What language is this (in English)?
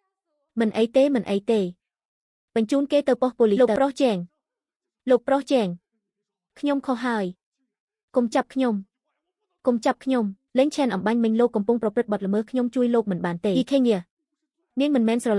Khmer